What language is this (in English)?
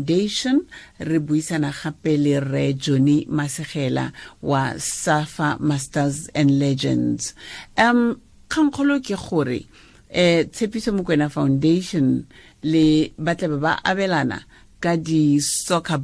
Tswana